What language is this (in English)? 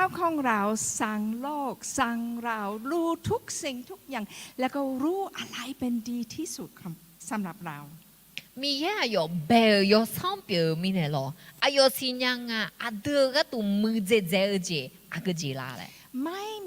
Akha